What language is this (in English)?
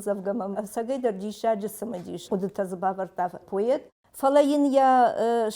Ossetic